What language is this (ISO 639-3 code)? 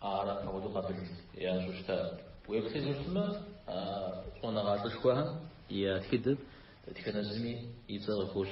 kbd